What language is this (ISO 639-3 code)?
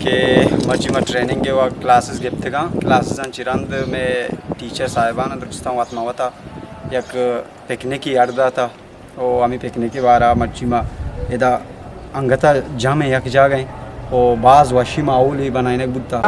bgp